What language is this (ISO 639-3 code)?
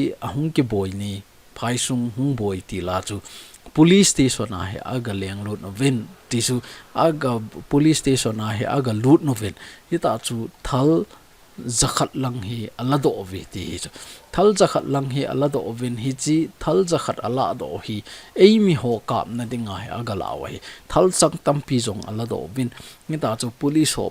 tcz